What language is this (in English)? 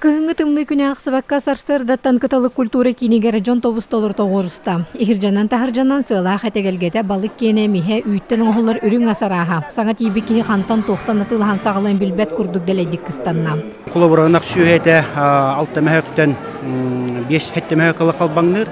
Yakut